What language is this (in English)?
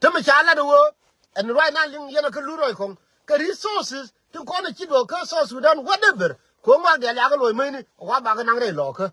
Nuer